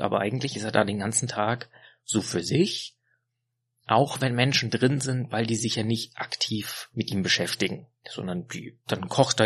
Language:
German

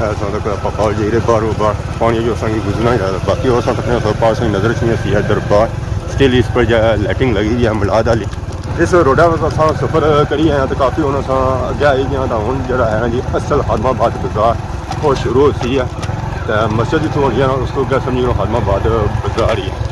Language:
Pahari-Potwari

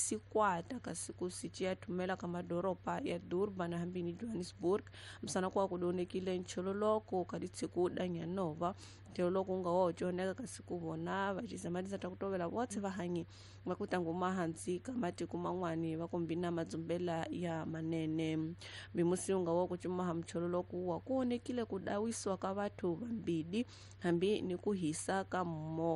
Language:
Tsonga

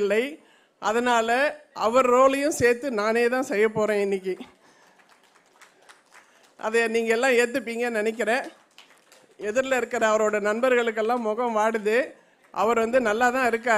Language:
Tamil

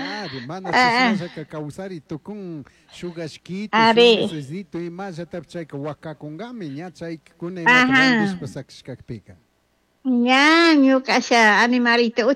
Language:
Chimborazo Highland Quichua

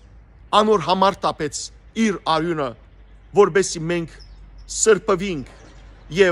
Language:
Western Armenian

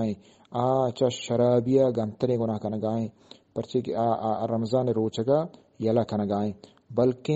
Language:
Eastern Balochi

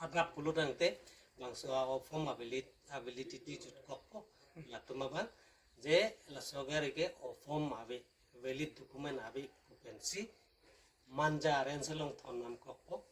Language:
Karbi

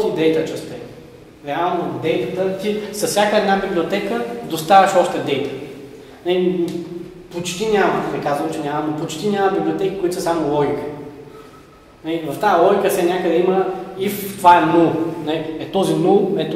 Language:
Bulgarian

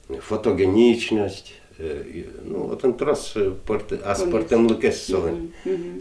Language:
Udmurt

